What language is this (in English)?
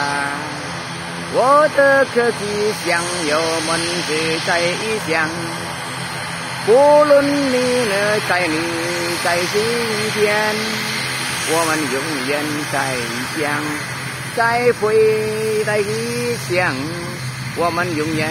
Chinese